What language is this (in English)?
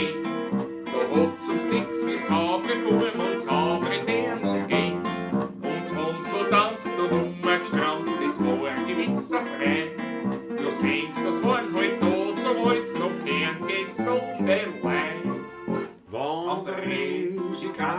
Bavarian